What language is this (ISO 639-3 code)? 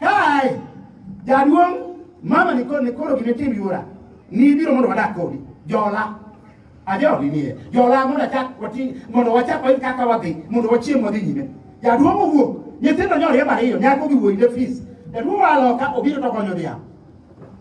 luo